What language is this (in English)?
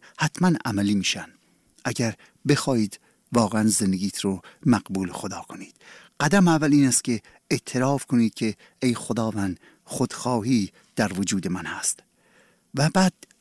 Persian